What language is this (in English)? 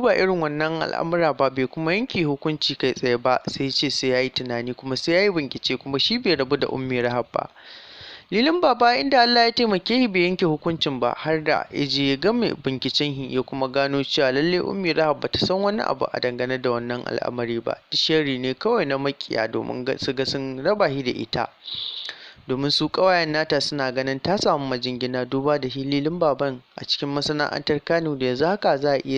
Hausa